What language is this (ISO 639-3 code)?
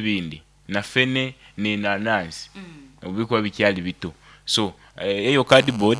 nyo